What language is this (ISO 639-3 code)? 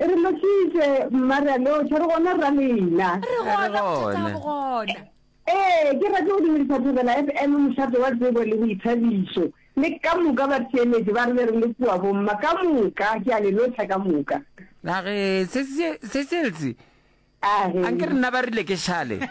nso